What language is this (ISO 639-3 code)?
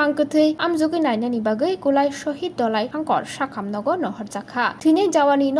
trp